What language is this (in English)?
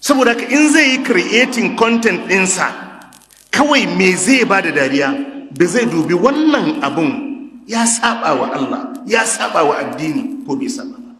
Hausa